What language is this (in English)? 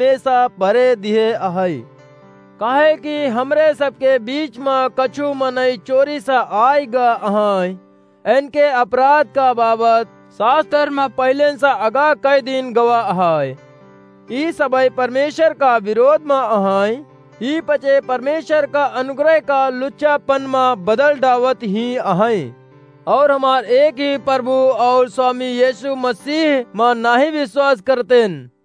Awadhi